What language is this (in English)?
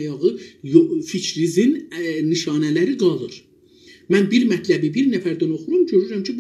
South Azerbaijani